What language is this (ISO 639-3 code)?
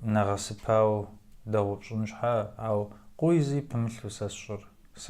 kbd